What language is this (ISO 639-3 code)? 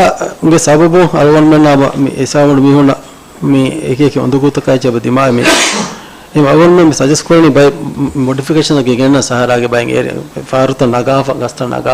div